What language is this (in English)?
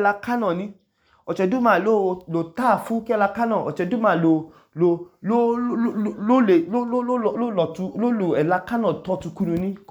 Idoma